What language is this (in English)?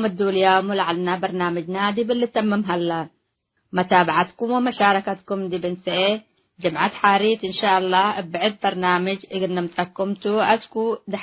Tigre